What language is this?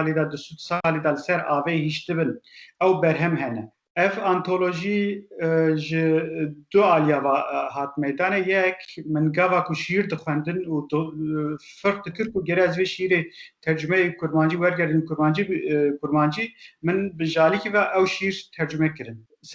Kurdish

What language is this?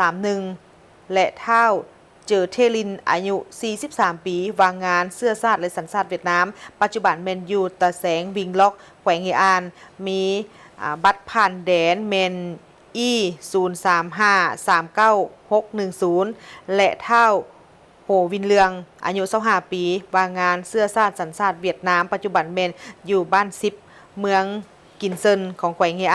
Lao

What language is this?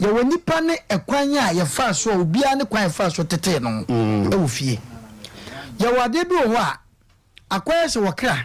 Akan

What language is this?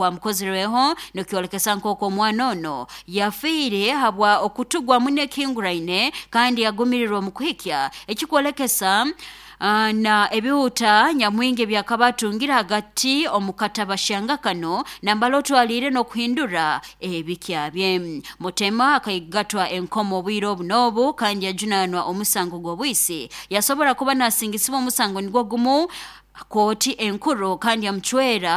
Nyoro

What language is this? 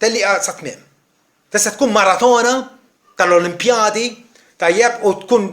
Maltese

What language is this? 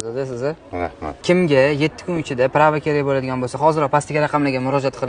Uzbek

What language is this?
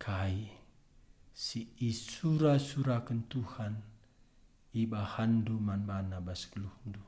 Batak Karo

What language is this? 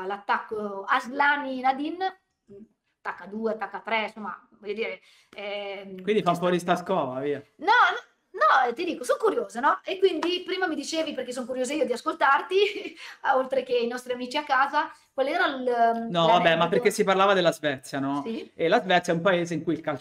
Italian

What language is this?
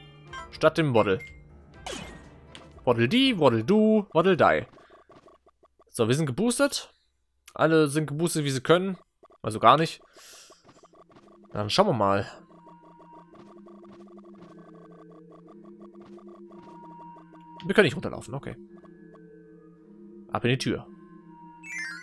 German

